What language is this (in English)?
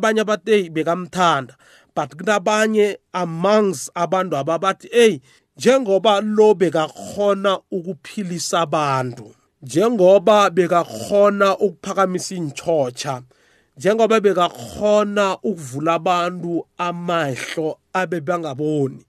South Ndebele